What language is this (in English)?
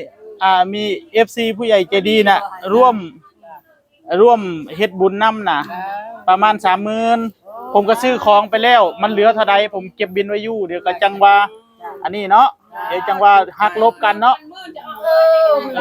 Northeastern Thai